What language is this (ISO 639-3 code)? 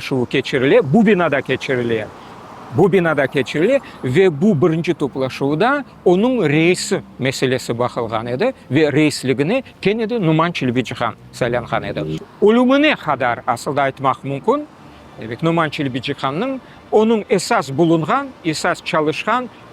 crh